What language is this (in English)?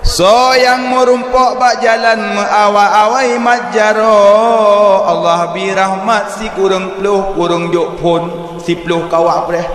Achinese